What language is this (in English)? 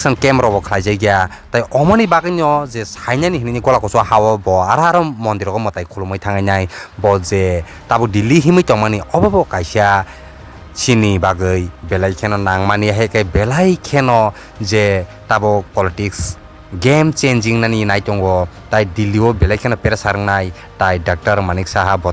Kok Borok